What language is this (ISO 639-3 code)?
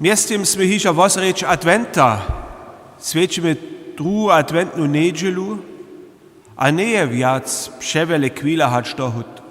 hsb